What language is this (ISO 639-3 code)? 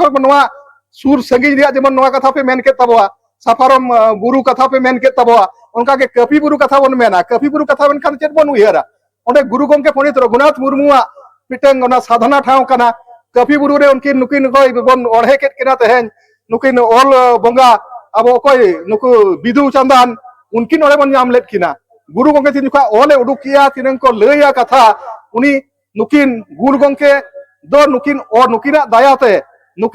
sat